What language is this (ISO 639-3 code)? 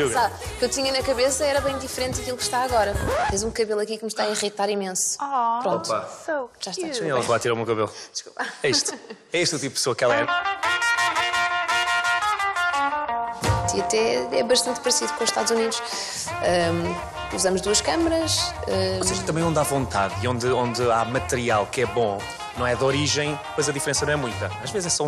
por